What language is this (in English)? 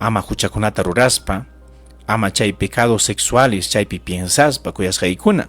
Ayacucho Quechua